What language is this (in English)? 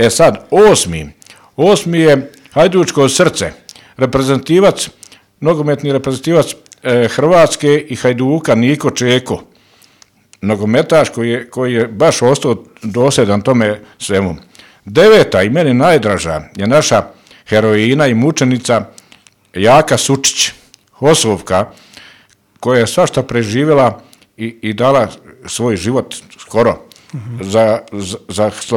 Bosnian